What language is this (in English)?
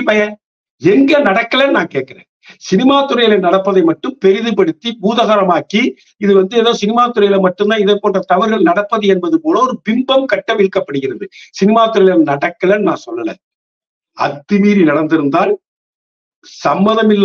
Tamil